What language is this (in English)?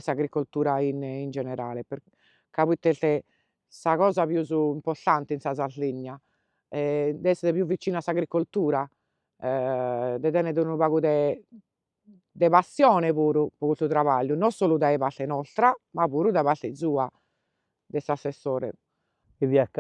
Sardinian